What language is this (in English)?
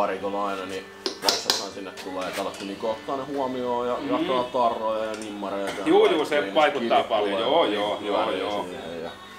Finnish